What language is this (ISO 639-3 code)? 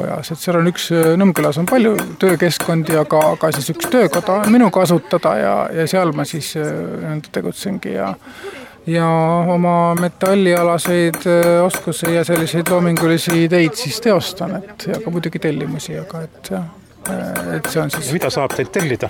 est